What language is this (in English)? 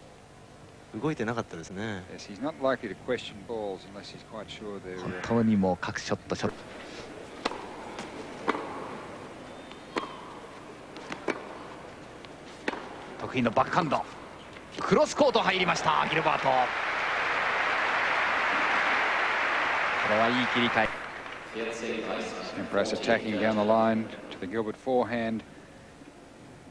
Japanese